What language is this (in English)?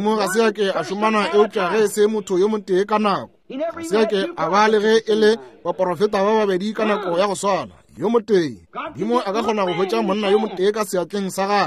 Northern Sotho